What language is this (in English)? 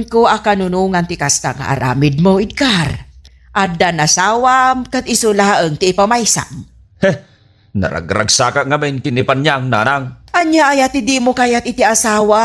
Iloko